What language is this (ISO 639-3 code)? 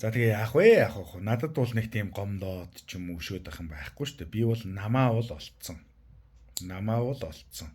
mon